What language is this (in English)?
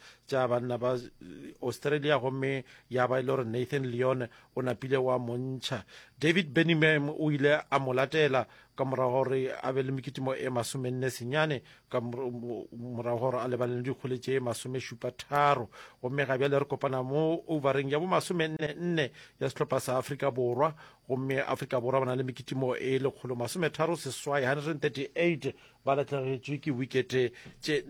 Northern Sotho